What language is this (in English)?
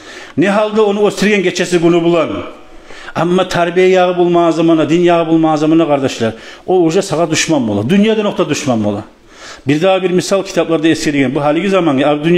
Kumyk